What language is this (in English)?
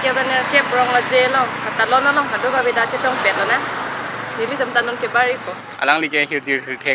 Karbi